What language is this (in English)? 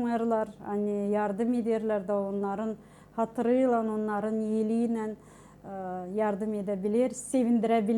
Gagauz